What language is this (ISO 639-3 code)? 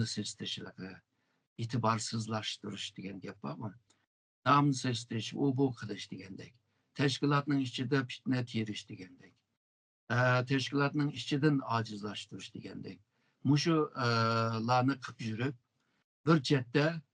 uig